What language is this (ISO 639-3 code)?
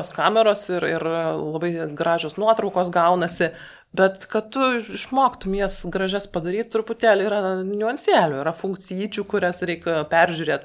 lit